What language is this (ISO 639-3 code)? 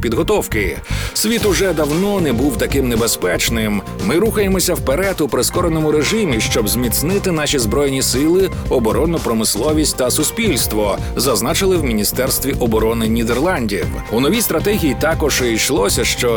ukr